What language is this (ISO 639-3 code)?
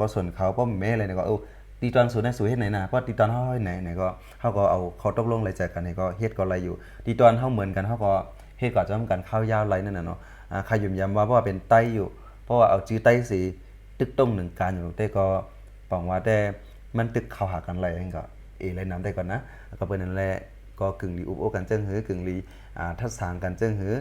shn